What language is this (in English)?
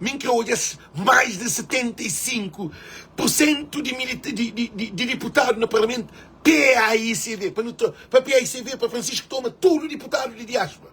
Kabuverdianu